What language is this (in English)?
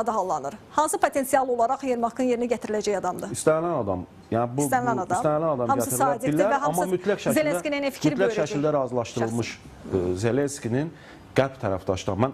Azerbaijani